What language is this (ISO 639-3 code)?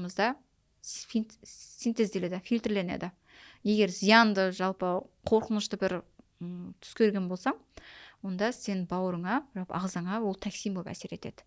kaz